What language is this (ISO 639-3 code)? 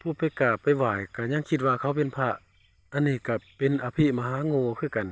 lao